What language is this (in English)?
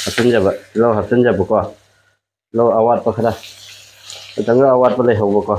Manipuri